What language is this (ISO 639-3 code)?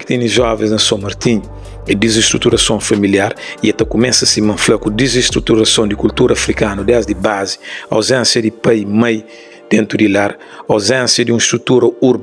kea